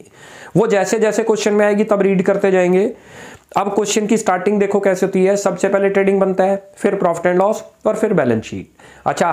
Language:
Hindi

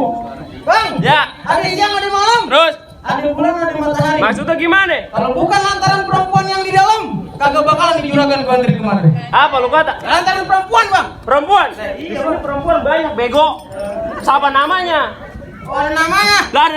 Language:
Betawi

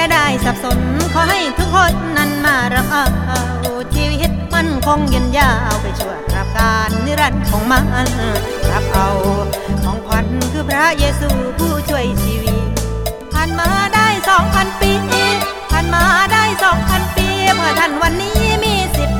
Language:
Thai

